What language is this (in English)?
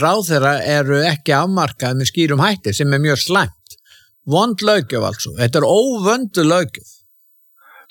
Icelandic